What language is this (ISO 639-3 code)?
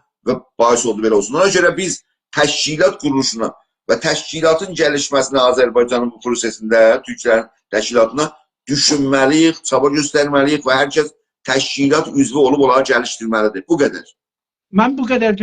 azb